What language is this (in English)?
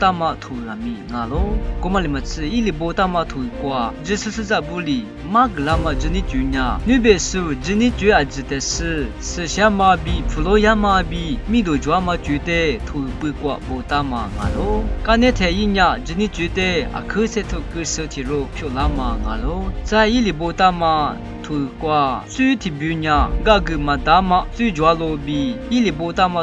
Lisu